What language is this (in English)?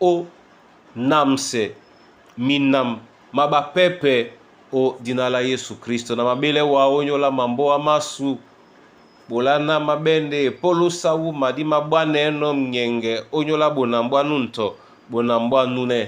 Duala